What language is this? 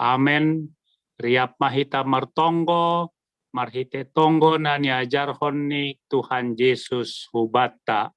Batak Simalungun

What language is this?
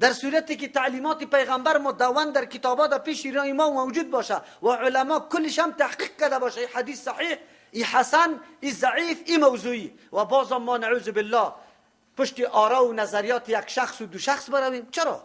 Persian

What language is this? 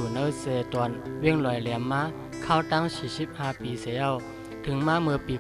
Shan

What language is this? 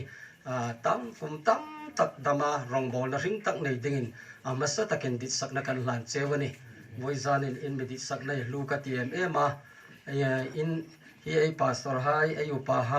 Hmar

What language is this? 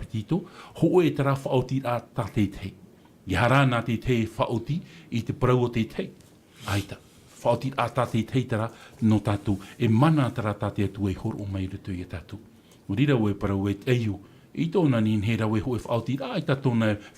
Tahitian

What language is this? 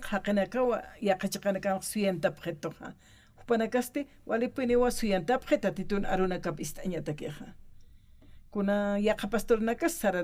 Aymara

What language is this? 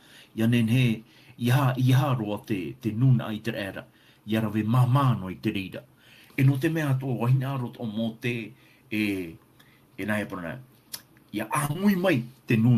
Tahitian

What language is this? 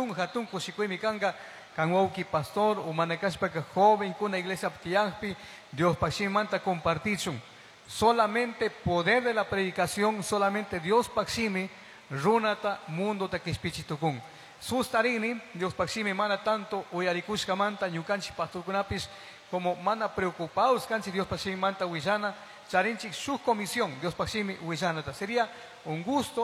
Chimborazo Highland Quichua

